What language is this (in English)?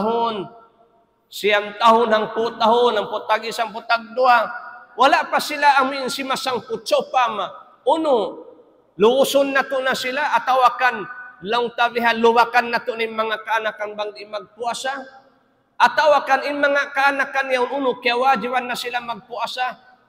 Tausug